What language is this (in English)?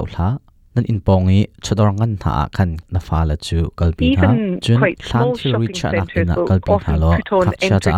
Hakha Chin